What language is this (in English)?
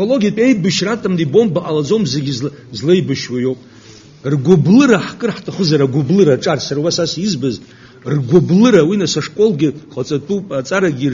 Abkhazian